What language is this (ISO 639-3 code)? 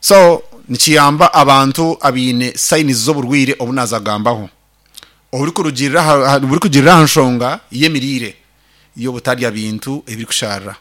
nyn